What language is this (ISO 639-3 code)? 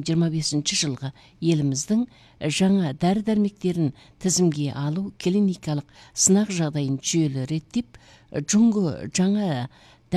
kaz